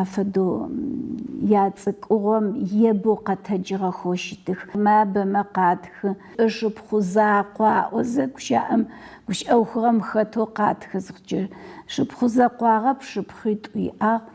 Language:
Adyghe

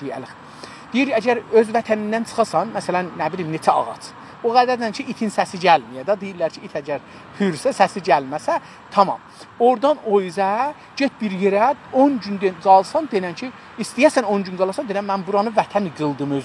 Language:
South Azerbaijani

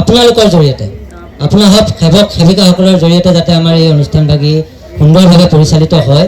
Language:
Assamese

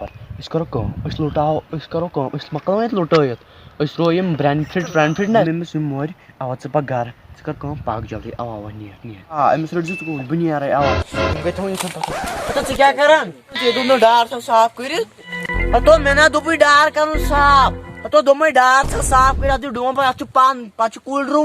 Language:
Kashmiri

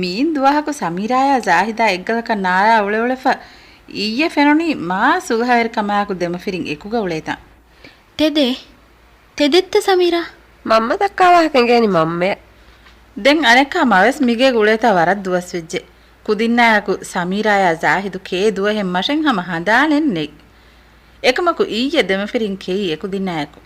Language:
Divehi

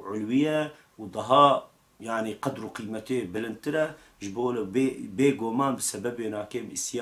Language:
Kurdish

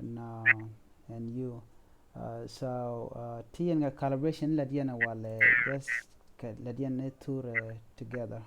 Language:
Nuer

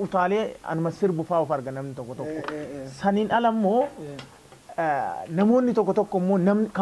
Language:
Oromo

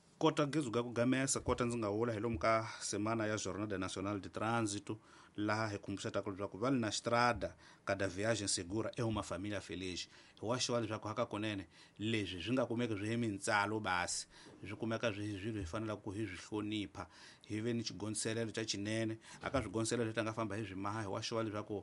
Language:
Tsonga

